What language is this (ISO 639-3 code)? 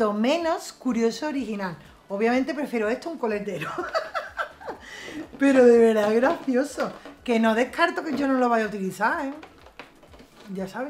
spa